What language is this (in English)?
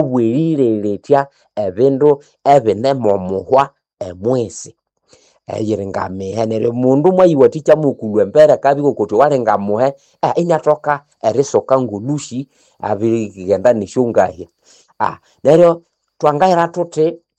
Nande